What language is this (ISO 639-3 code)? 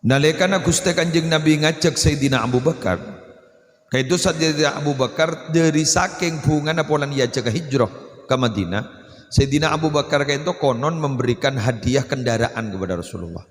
mad